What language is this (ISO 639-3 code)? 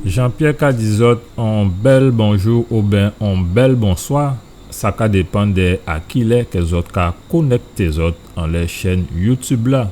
gcf